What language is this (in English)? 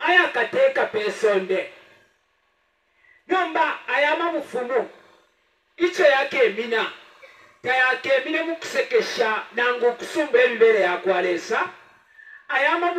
Bemba